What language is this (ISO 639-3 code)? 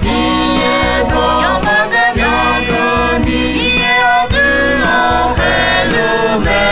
ahk